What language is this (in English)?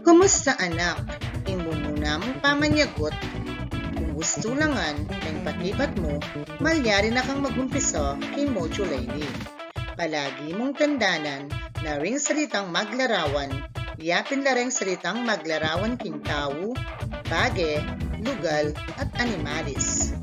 Pampanga